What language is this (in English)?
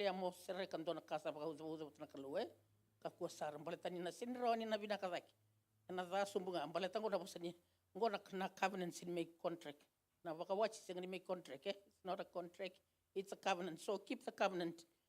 Fijian